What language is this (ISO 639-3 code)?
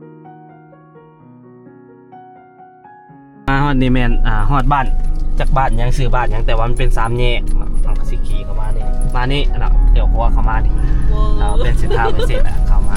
lao